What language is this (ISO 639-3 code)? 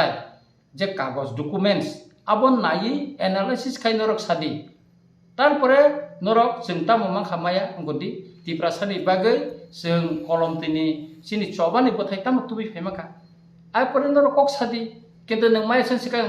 trp